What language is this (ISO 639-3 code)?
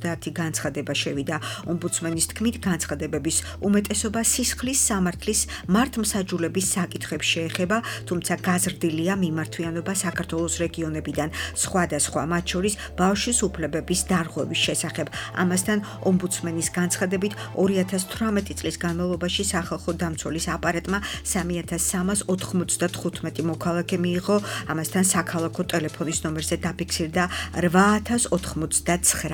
kat